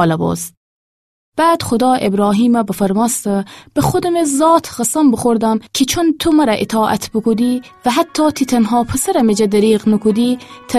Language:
Gilaki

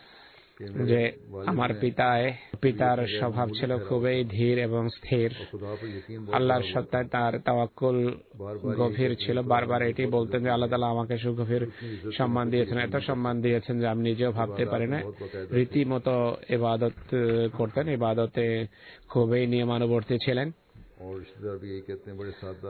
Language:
Bangla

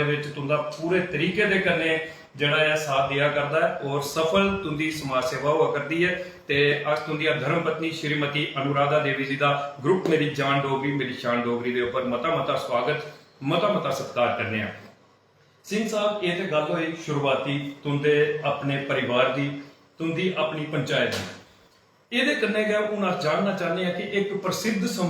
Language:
Dogri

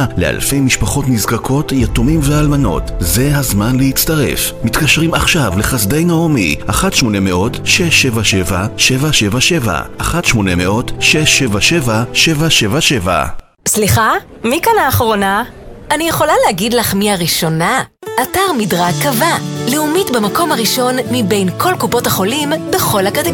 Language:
Hebrew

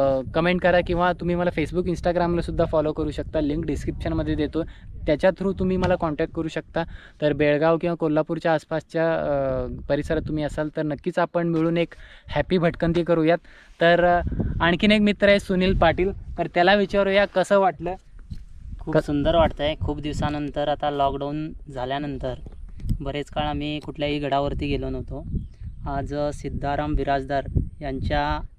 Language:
Marathi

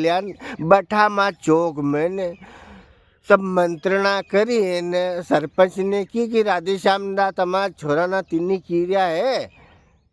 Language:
Rajasthani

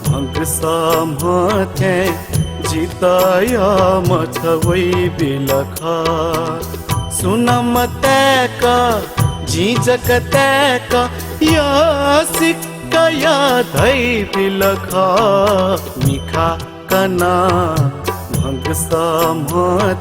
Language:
Newari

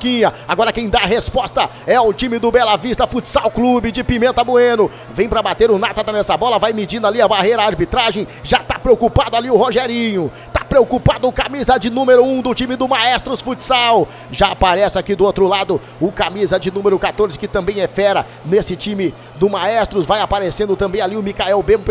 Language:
Portuguese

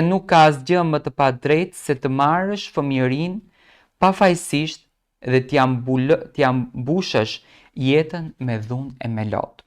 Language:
Albanian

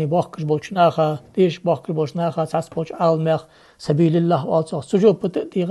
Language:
Ingush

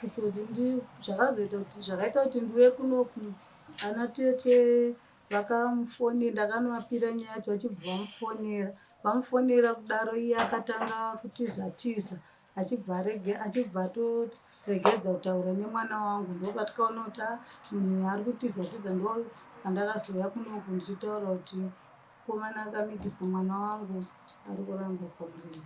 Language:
Shona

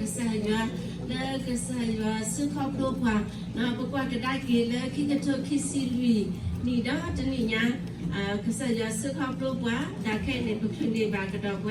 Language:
S'gaw Karen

